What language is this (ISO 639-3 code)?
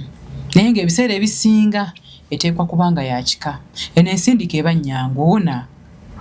lug